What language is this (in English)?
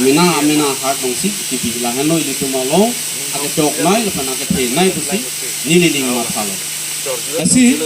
Karbi